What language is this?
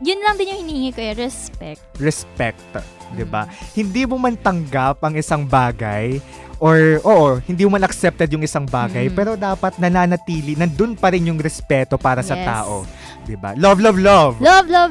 Filipino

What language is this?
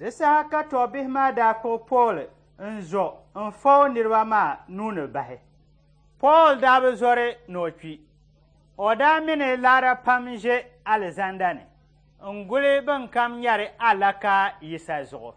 Dagbani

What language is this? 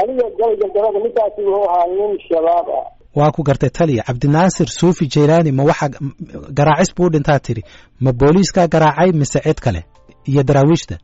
Somali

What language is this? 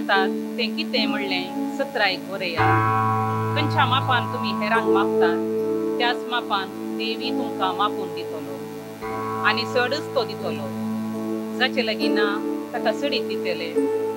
Konkani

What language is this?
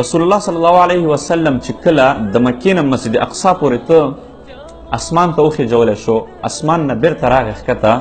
Pashto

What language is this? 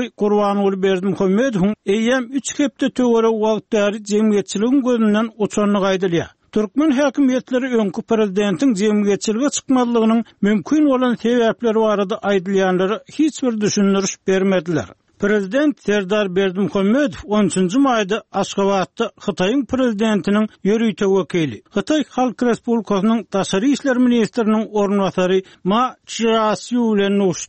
Turkmen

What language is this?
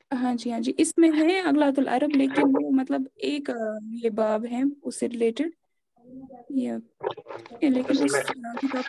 Urdu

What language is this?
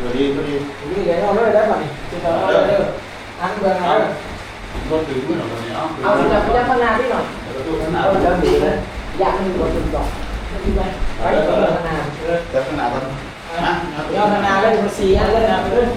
Northeastern Thai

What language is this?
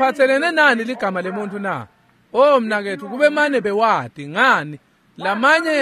Swati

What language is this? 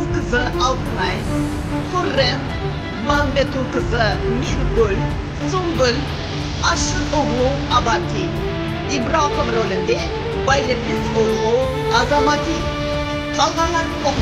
Kara-Kalpak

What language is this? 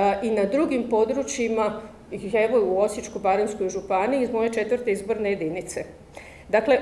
Croatian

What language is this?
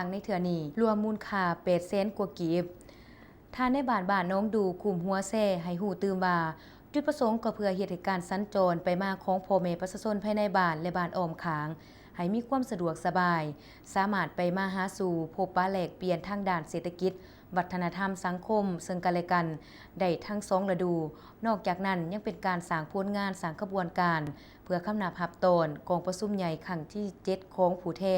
Lao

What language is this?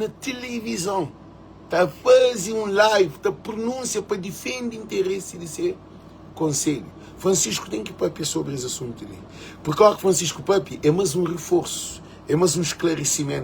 Kabuverdianu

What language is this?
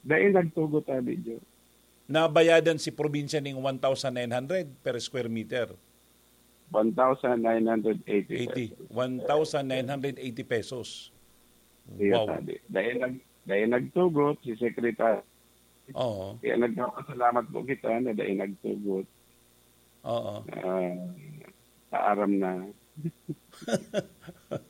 Bikol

